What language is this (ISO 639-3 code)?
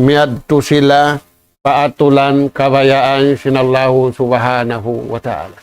tsg